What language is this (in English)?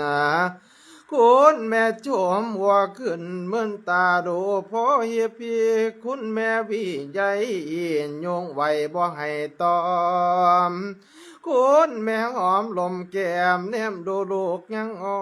Northeastern Thai